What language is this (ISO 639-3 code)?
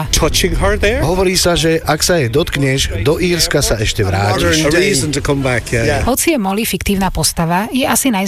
slk